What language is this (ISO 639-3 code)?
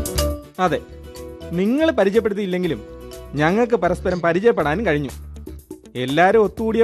mal